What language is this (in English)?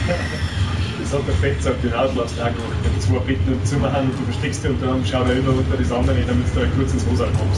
Bavarian